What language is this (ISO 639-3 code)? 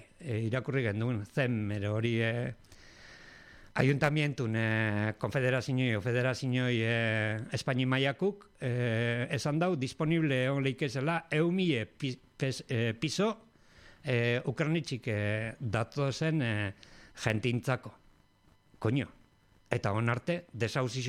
eus